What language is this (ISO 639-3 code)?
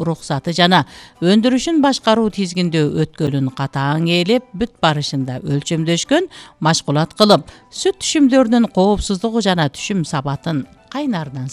kir